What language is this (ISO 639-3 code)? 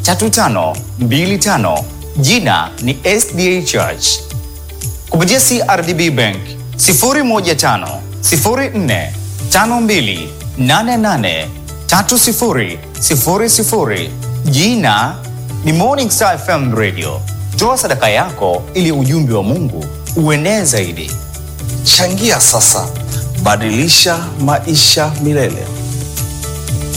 swa